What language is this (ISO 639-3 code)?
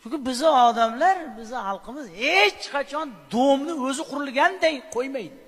uzb